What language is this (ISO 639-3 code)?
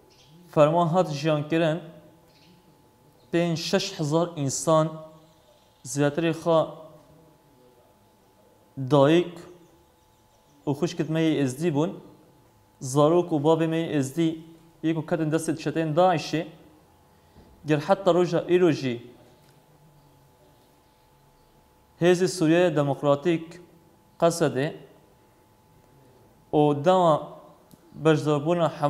kur